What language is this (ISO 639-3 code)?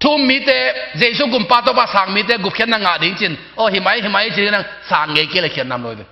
ctd